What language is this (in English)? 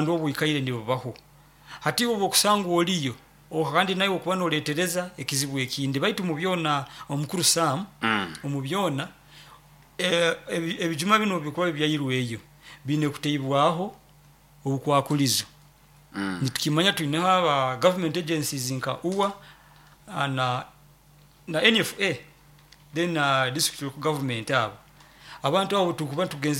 Nyoro